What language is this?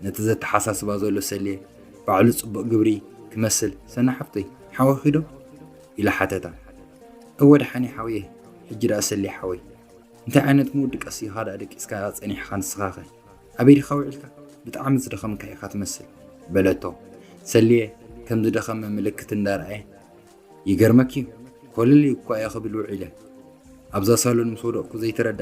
Tigrinya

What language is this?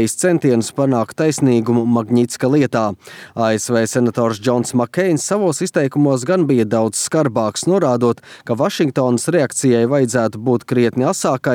Latvian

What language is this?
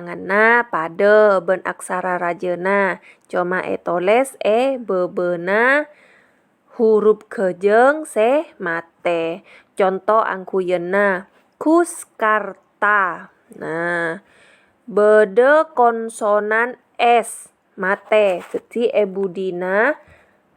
Madurese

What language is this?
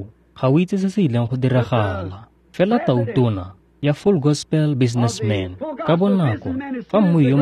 Tswana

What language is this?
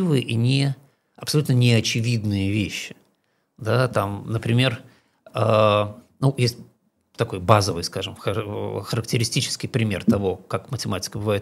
Russian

